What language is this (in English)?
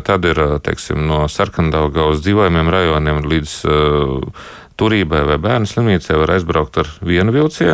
Latvian